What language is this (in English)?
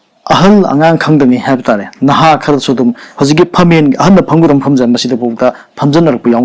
Manipuri